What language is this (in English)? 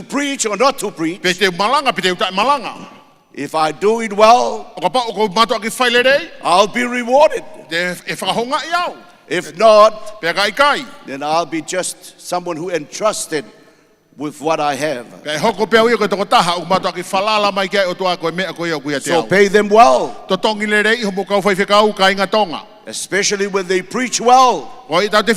Tongan